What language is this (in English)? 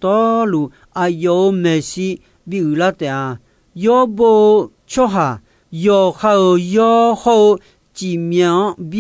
Akha